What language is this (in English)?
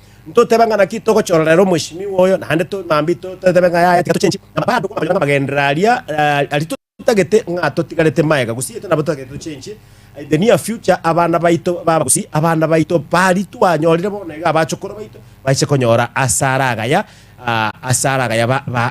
Gusii